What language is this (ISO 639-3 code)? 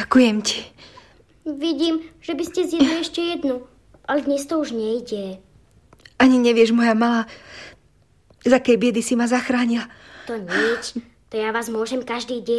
slk